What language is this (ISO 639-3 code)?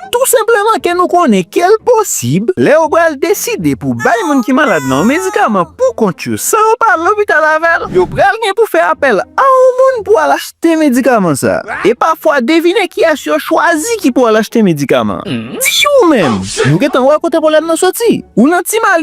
hat